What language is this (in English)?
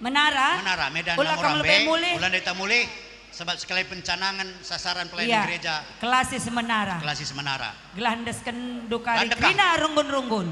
Batak Karo